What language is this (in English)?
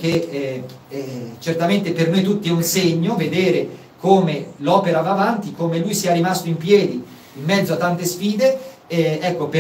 Italian